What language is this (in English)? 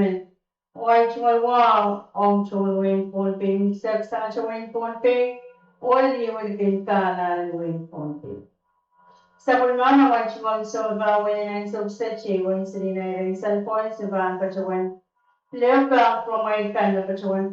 Pohnpeian